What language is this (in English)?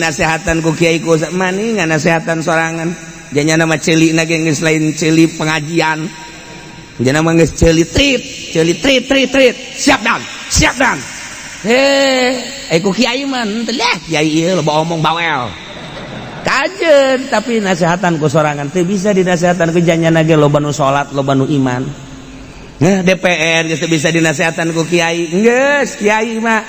Sundanese